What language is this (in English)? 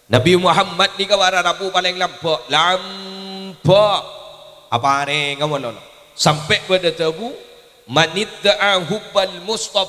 Madurese